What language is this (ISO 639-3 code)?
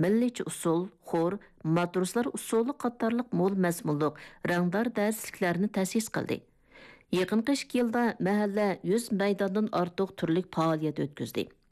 uig